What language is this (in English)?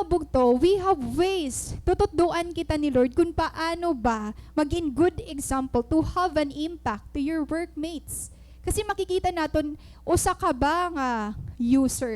Waray